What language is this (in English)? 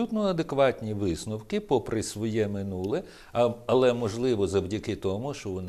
Ukrainian